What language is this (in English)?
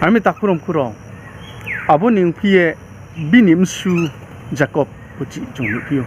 Riang (India)